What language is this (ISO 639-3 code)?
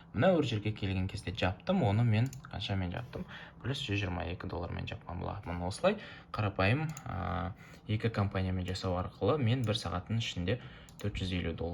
kaz